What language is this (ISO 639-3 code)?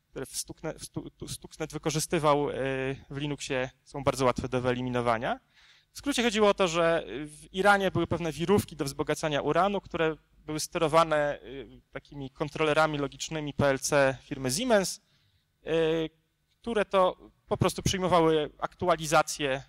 pol